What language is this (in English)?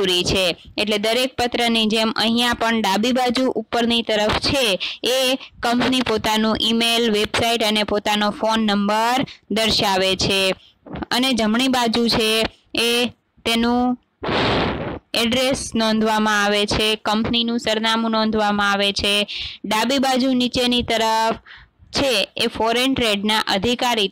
Gujarati